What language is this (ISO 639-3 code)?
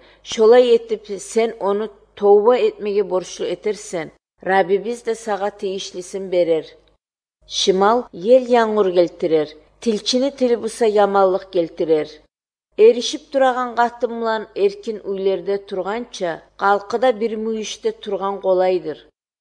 kir